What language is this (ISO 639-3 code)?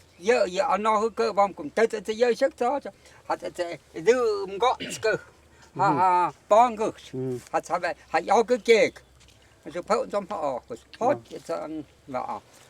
mto